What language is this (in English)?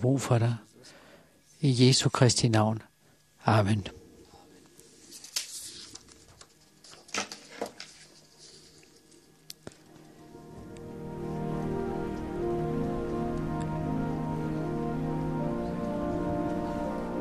Danish